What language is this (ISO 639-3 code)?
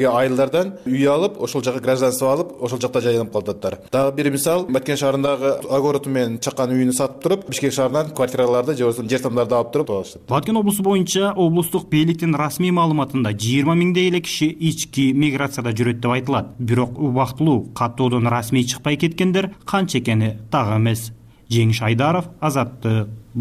kir